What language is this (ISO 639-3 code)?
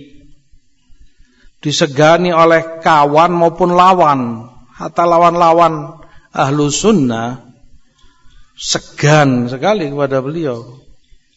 ind